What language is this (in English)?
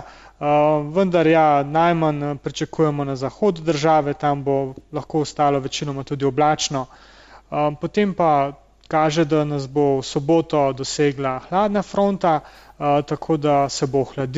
Slovenian